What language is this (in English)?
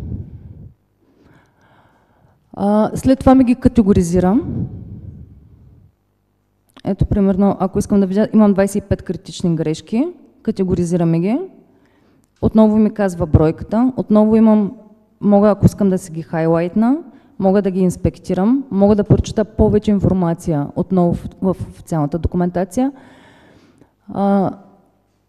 Bulgarian